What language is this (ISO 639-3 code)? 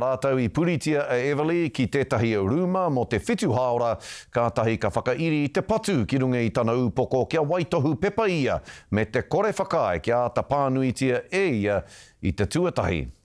mri